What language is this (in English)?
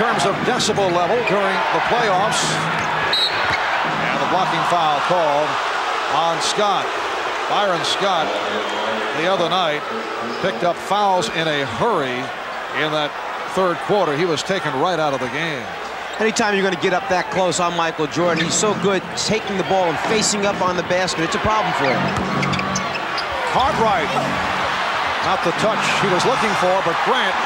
English